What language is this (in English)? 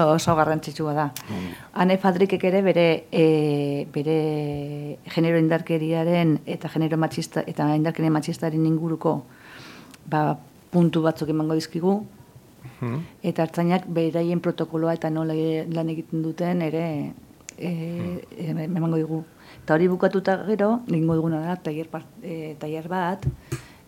Basque